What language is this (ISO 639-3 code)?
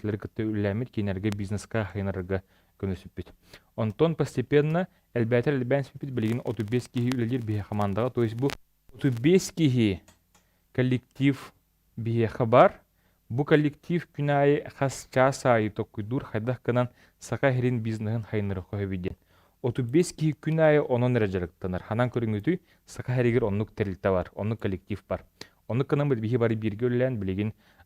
sah